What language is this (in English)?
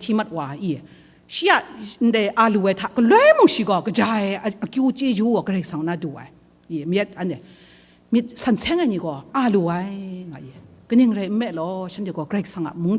Kachin